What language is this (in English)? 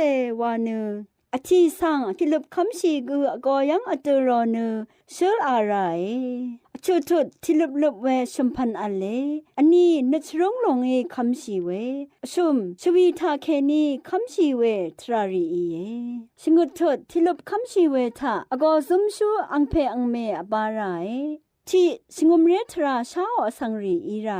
Rawang